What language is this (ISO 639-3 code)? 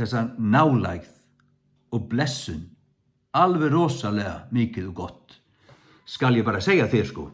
fao